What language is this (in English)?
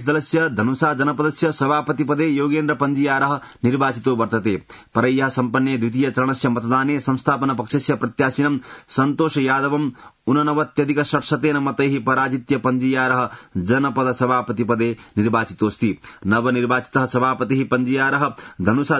Sanskrit